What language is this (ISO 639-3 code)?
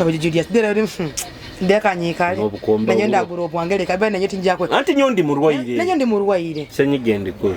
nyo